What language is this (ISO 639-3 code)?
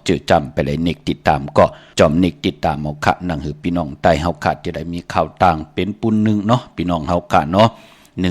shn